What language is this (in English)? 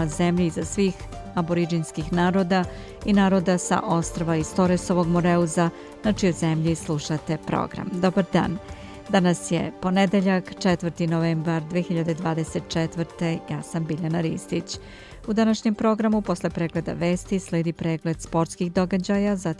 Serbian